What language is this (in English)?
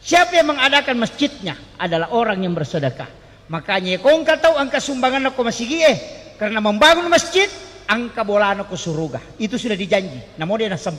Buginese